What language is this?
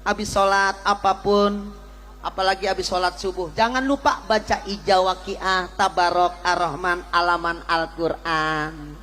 Betawi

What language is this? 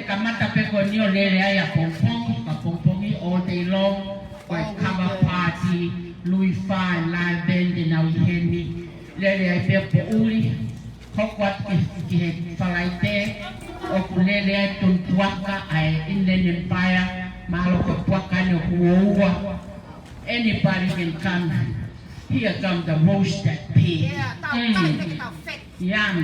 Tongan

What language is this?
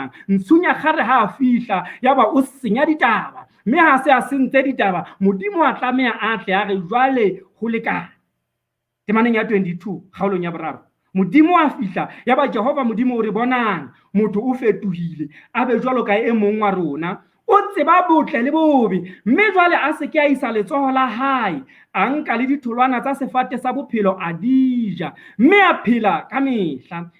Southern Sotho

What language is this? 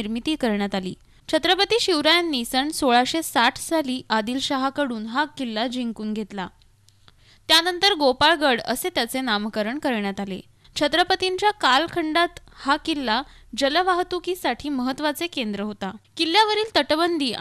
Marathi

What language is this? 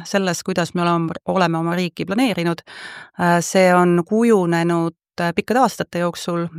Estonian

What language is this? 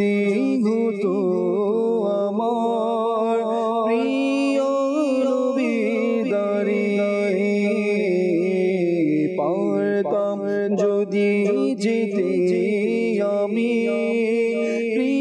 Bangla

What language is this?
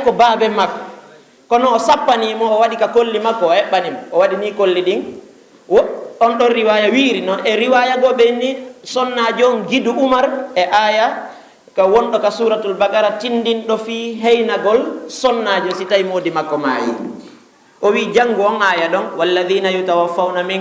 Fula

